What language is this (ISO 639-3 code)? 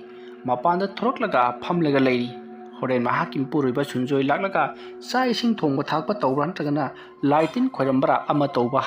mni